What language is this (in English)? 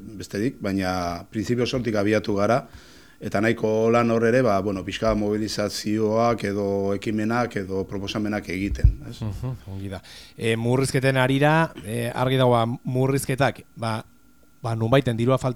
Basque